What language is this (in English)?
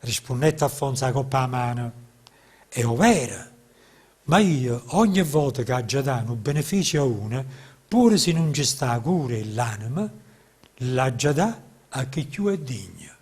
Neapolitan